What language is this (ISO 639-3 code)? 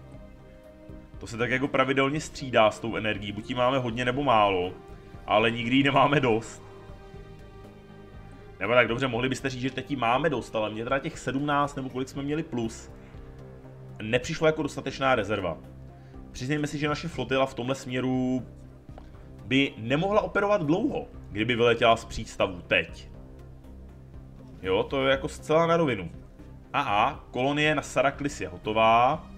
ces